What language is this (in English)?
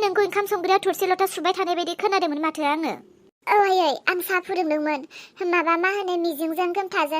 Bodo